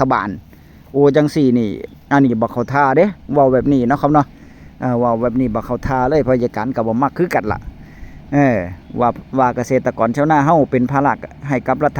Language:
Northeastern Thai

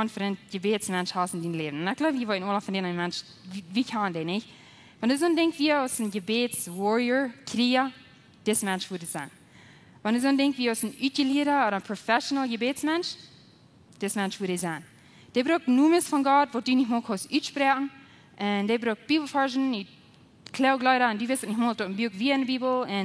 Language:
Plautdietsch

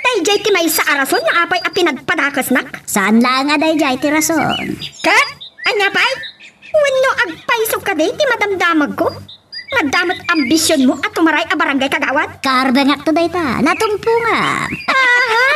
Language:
Iloko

